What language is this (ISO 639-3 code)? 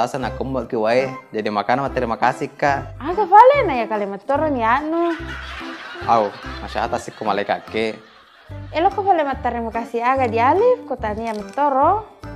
bug